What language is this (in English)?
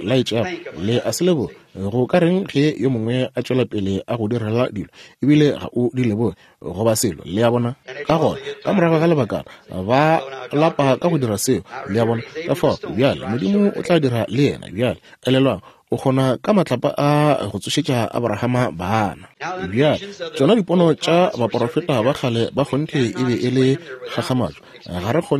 Northern Sotho